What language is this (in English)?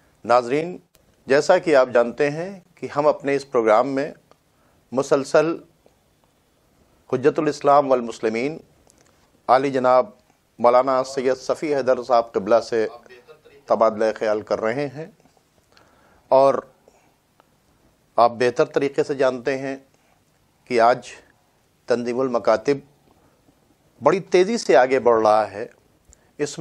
Urdu